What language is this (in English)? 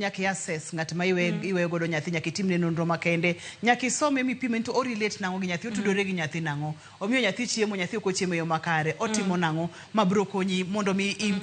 Luo (Kenya and Tanzania)